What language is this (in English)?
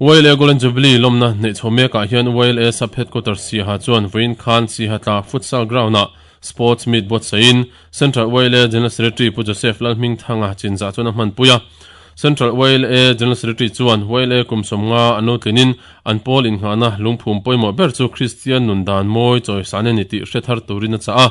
Mizo